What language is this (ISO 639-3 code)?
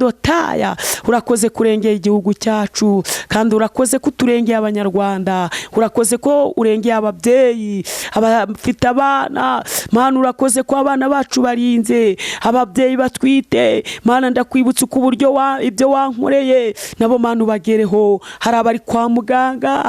kin